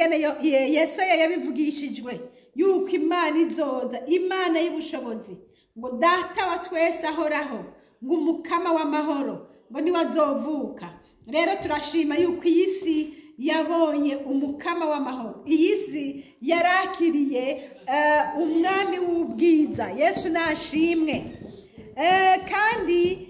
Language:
Rundi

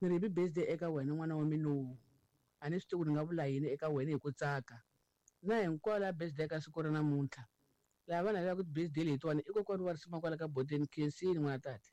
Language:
Tsonga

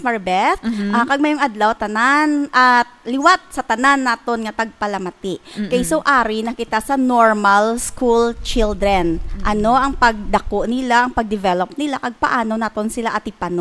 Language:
Hiligaynon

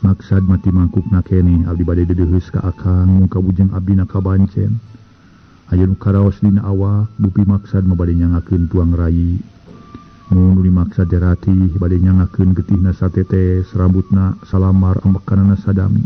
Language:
Sundanese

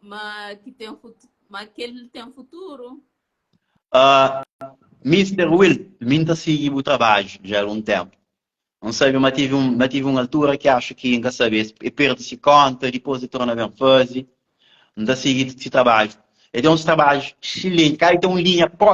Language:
Kabuverdianu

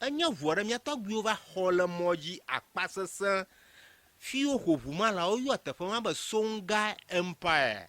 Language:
Ewe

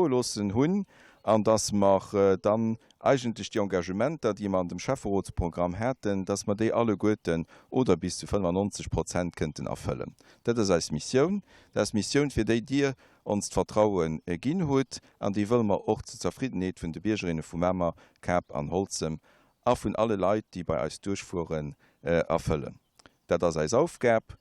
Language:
Luxembourgish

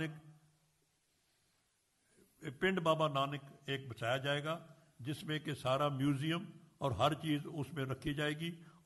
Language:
Hindi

